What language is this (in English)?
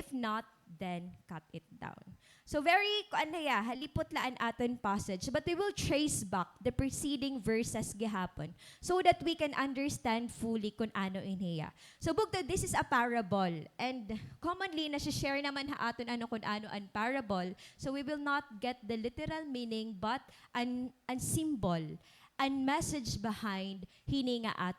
Waray